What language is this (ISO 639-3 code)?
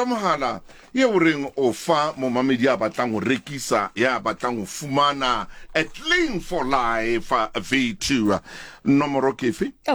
sot